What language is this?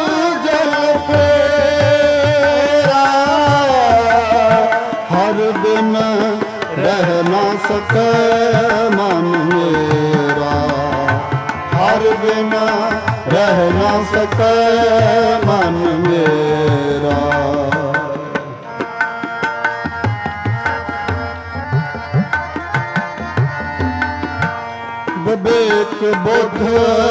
Punjabi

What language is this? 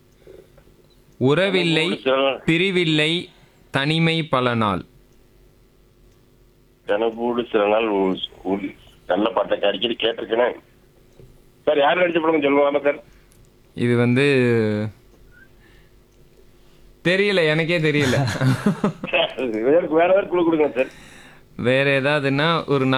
Tamil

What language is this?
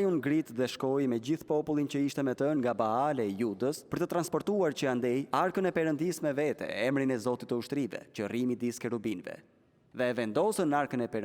Albanian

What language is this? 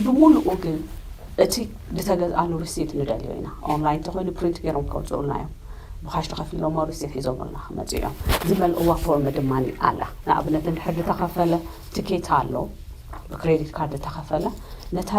Tigrinya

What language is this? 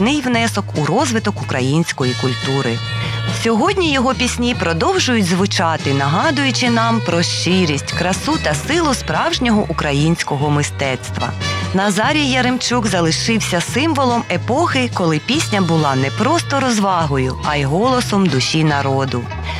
Ukrainian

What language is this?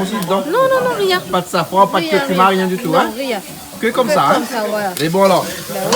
Réunion Creole French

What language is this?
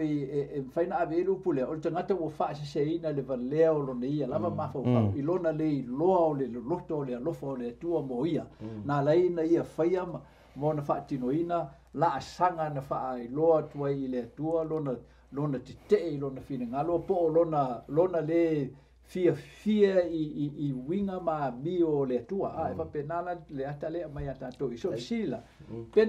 Samoan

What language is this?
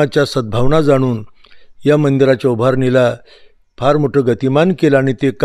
Marathi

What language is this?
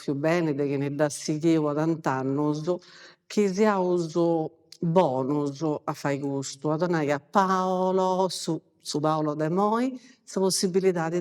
Sardinian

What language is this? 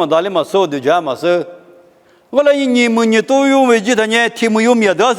Lisu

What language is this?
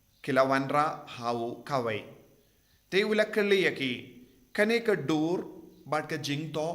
Khasi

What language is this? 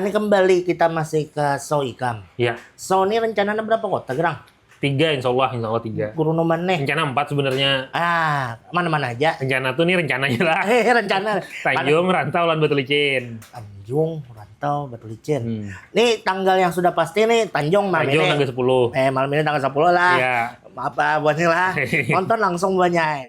Banjar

